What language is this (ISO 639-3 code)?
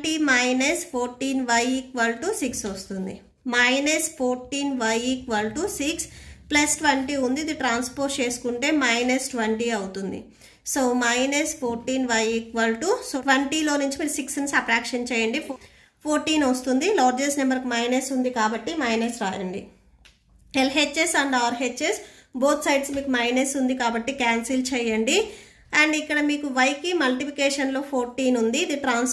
tel